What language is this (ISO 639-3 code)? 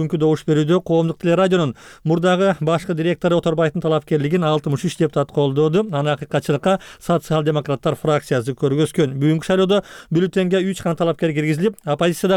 kir